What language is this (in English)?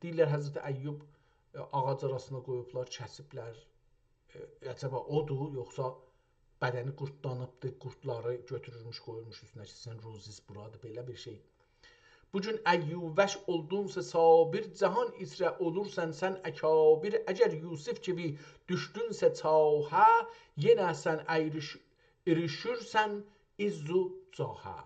South Azerbaijani